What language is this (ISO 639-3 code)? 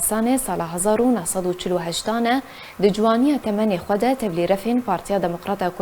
kur